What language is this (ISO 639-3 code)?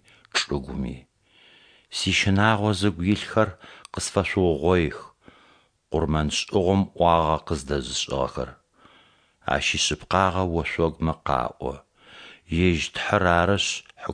ady